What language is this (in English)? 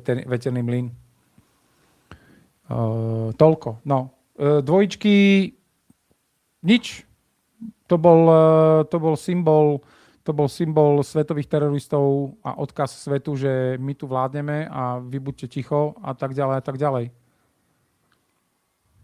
Slovak